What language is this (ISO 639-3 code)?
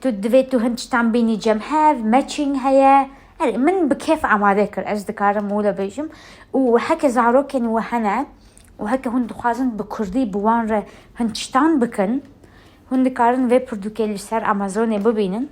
kur